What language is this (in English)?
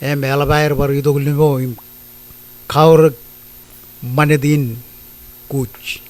Marshallese